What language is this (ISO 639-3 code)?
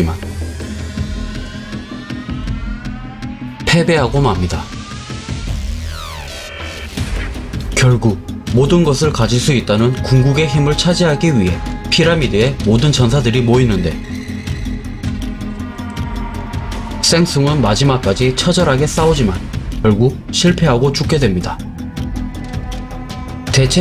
kor